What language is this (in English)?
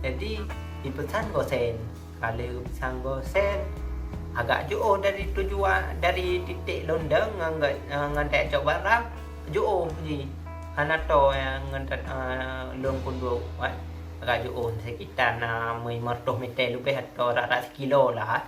Achinese